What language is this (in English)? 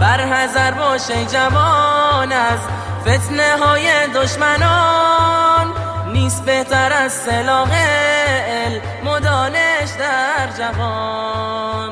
Tajik